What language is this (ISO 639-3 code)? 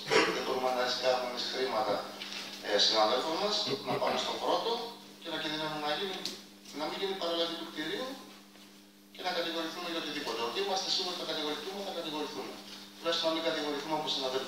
ell